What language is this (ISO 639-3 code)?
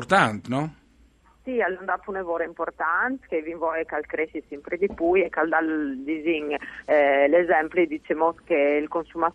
fur